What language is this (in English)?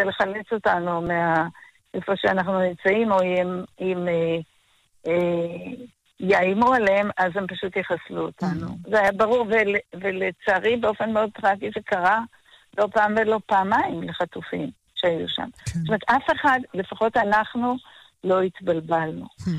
Hebrew